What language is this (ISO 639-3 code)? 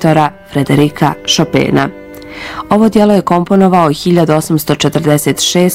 bos